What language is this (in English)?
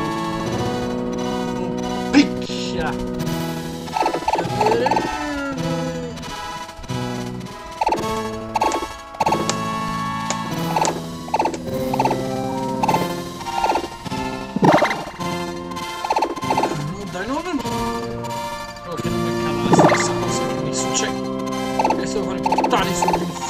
Italian